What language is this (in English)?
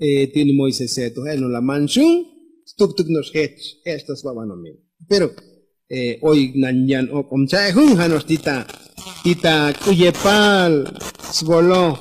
Tzotzil